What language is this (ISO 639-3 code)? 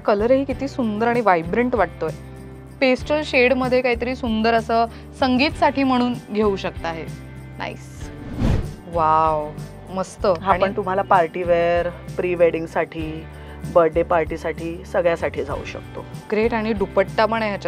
mar